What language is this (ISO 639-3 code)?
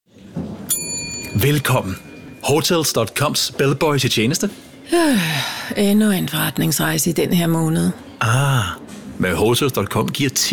dan